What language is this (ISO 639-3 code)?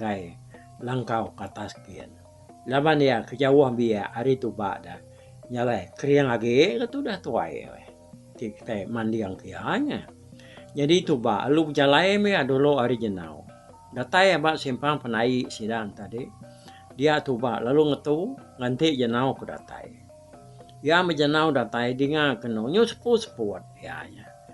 iba